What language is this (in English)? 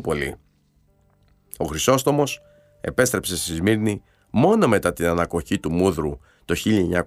Greek